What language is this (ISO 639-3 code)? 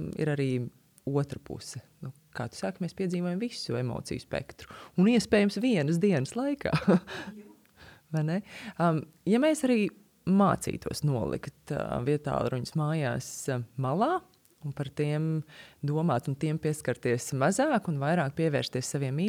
lav